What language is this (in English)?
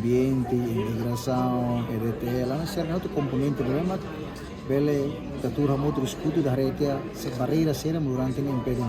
Tetum